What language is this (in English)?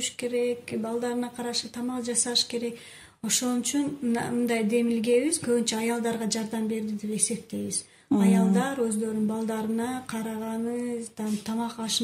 Kyrgyz